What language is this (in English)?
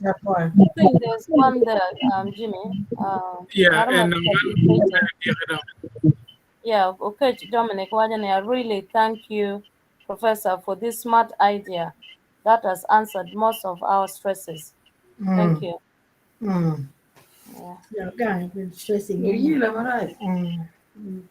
Acoli